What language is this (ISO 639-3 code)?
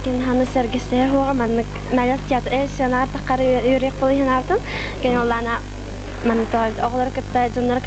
sah